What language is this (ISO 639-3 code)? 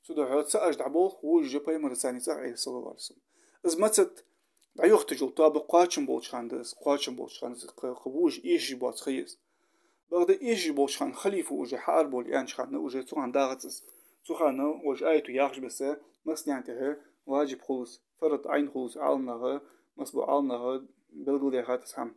inh